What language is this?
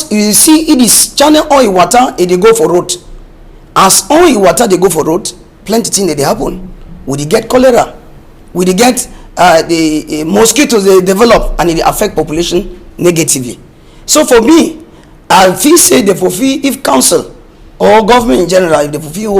Cameroon Pidgin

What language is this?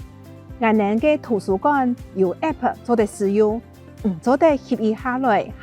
Hakka Chinese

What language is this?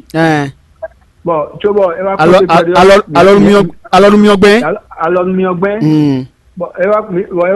Fon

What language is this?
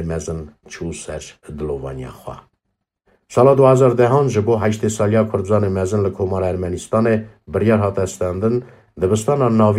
Kurdish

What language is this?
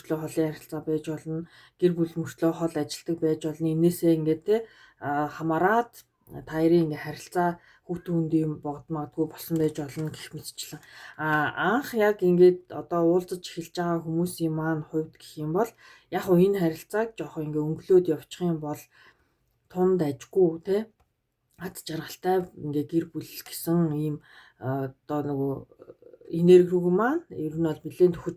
Mongolian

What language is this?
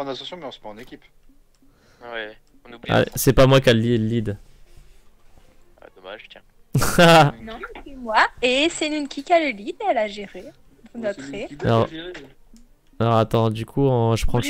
French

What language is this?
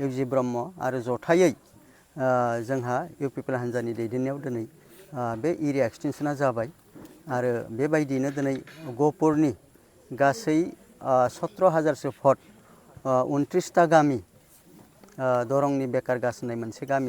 Bodo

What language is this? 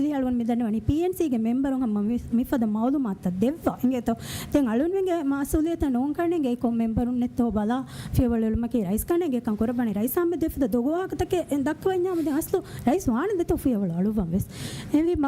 Divehi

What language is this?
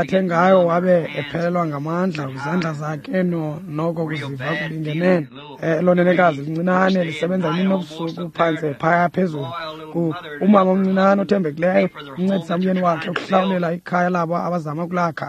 Xhosa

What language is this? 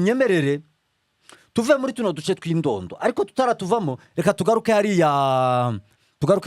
Kinyarwanda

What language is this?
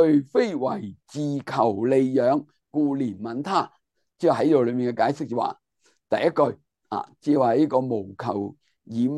Cantonese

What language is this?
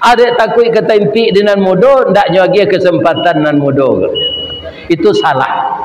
Minangkabau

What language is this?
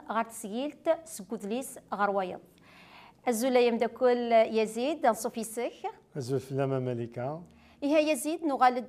Kabyle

